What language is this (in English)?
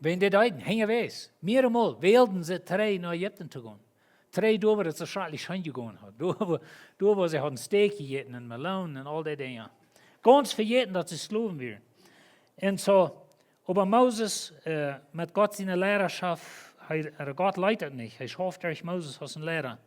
Plautdietsch